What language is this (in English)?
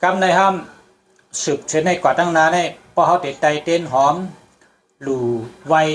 Shan